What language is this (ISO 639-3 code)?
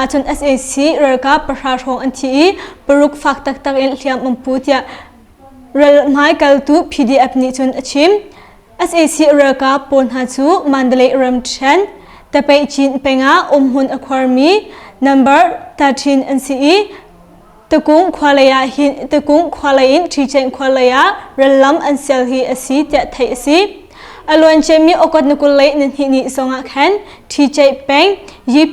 cnh